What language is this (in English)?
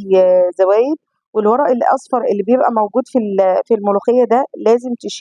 Egyptian Arabic